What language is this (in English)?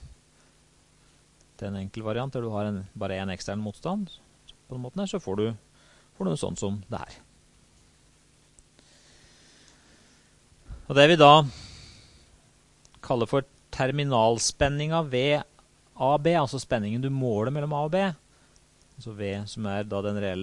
Norwegian